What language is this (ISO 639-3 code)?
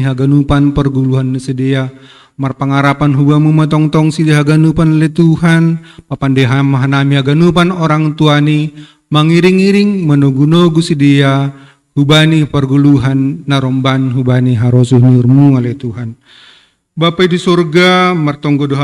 bts